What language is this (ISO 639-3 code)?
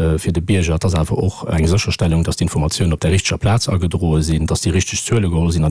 ltz